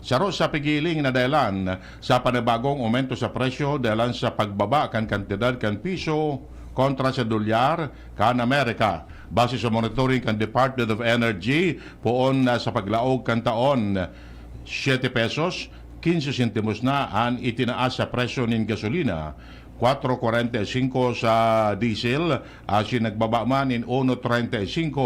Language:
Bikol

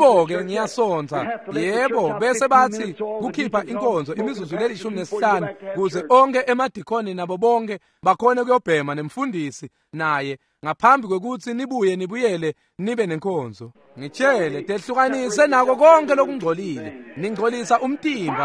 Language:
Swati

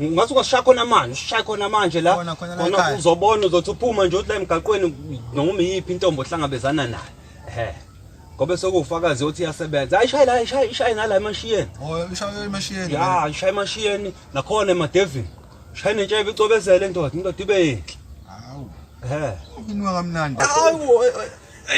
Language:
Zulu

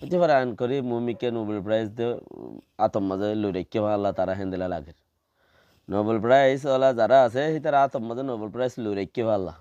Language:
Rohingya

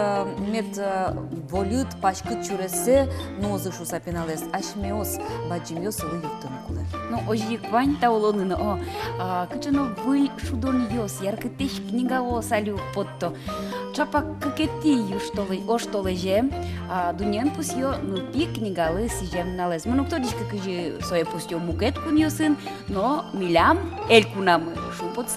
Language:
Udmurt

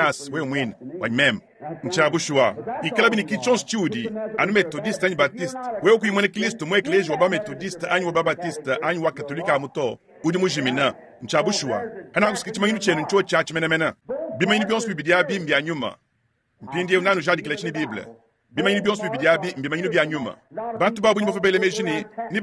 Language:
Luba-Lulua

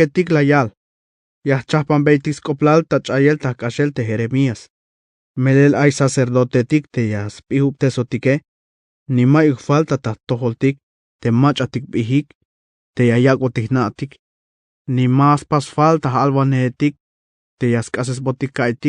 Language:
Tzeltal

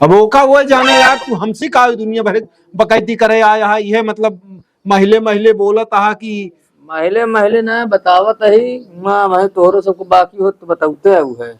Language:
Awadhi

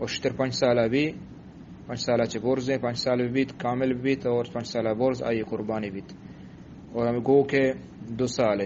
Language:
Eastern Balochi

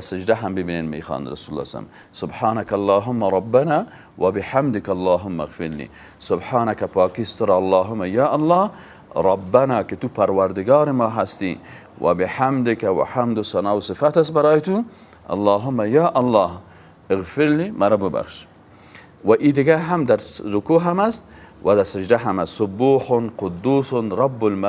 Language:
Persian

